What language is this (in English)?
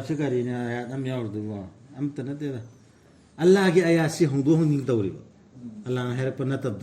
Manipuri